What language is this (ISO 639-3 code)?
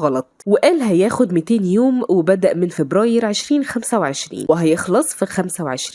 arz